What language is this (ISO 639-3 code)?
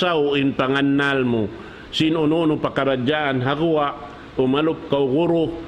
tsg